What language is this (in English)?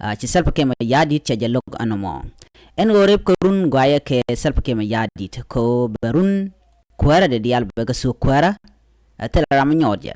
Nuer